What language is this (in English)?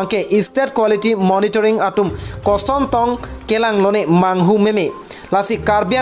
Karbi